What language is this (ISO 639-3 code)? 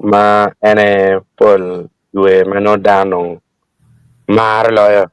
ach